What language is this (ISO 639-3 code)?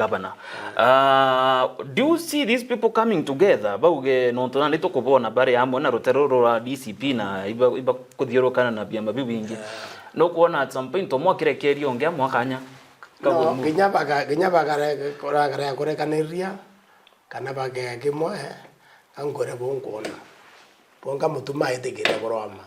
mer